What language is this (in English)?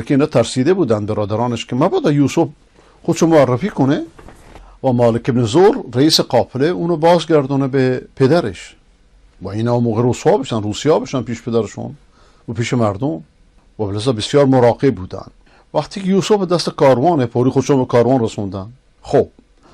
Persian